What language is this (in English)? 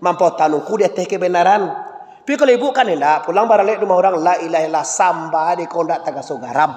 Minangkabau